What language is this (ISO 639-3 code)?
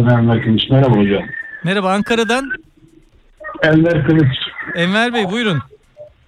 tur